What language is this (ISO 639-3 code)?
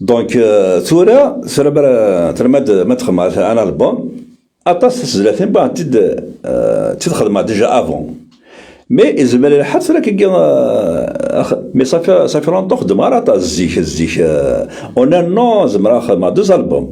kab